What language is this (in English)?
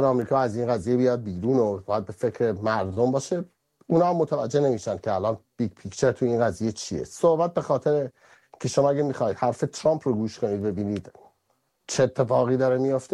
Persian